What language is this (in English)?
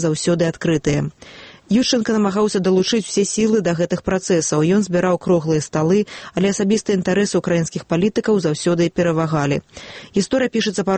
Belarusian